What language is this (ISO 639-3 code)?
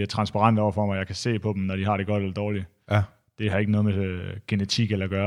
dan